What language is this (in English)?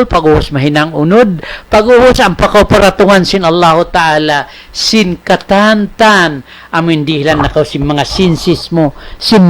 Tausug